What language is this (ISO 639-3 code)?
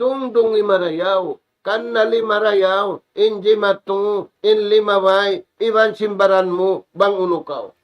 tsg